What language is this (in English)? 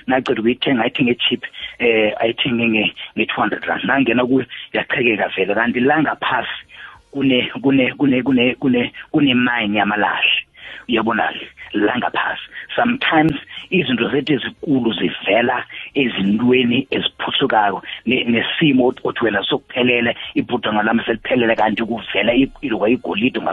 South Ndebele